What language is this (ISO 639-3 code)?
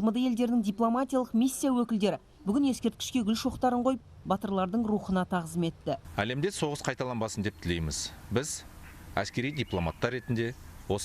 kaz